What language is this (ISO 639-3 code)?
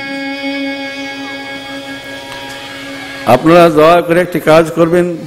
ben